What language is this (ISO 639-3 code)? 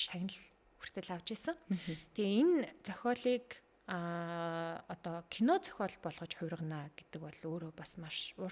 mon